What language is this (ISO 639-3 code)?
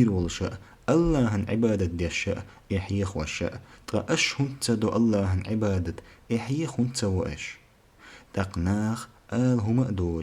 che